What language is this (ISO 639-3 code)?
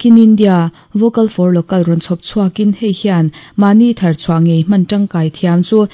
lus